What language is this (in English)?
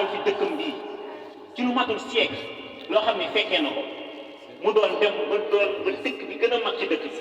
Wolof